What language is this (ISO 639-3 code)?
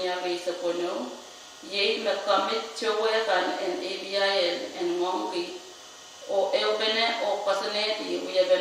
pon